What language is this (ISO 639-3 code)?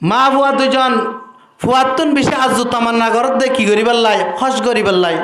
rhg